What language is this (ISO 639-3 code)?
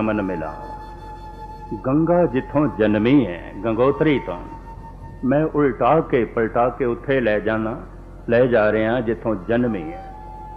pan